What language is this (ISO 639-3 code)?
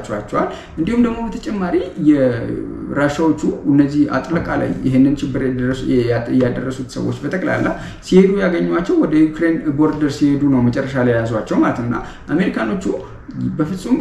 amh